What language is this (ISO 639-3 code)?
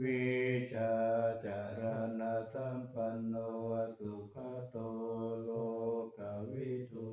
pli